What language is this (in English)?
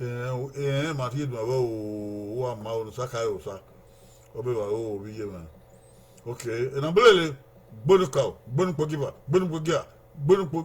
Bini